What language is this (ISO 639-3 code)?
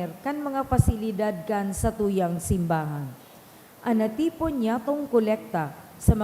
bik